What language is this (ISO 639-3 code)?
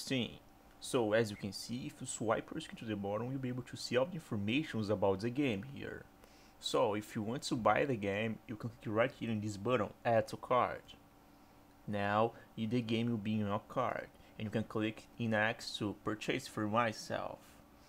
eng